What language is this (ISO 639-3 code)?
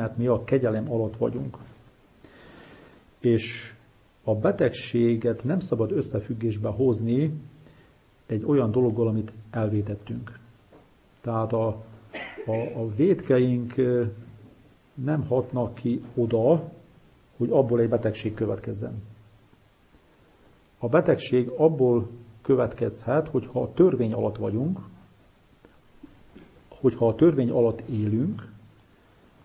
hun